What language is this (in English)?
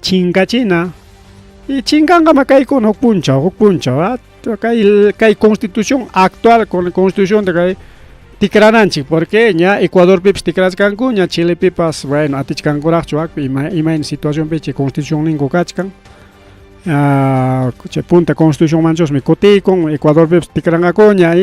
Ayacucho Quechua